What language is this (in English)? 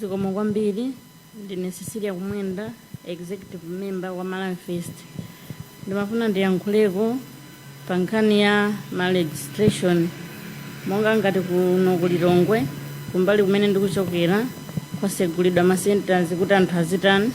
Nyanja